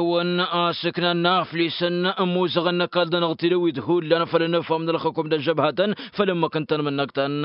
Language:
Tamasheq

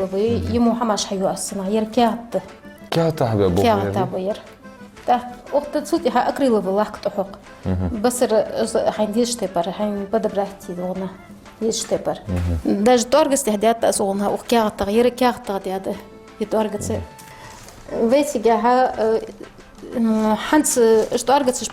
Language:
Ingush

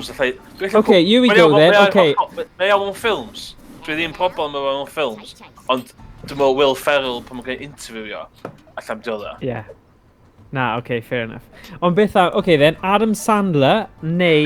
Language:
Welsh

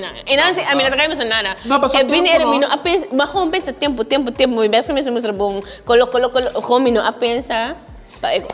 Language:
Papiamento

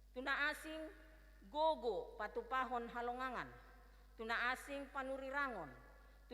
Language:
Batak Toba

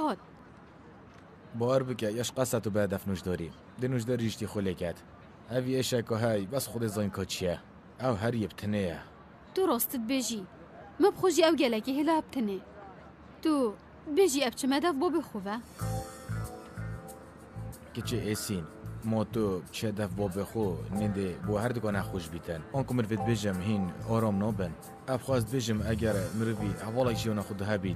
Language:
Kurdish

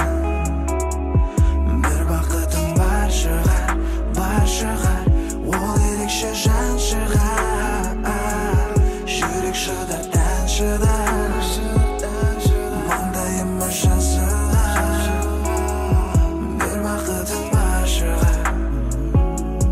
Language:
Kazakh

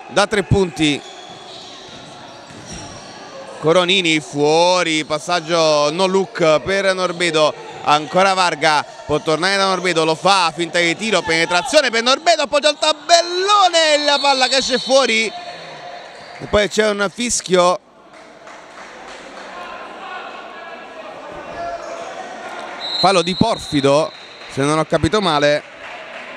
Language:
Italian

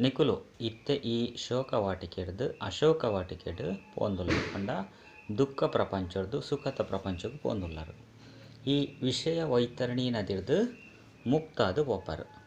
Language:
Tulu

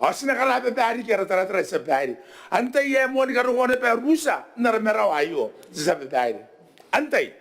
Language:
Gilbertese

